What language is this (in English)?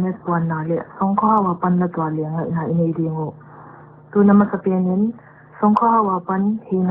Paite Chin